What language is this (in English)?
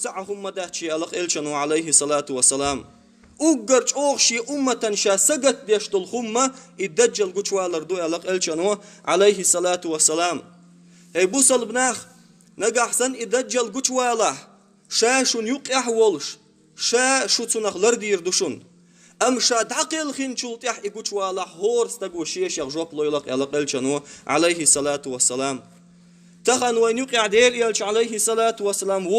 Chechen